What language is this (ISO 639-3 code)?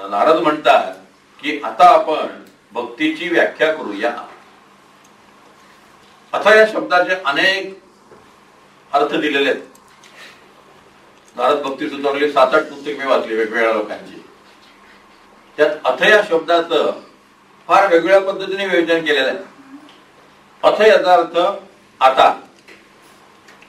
mar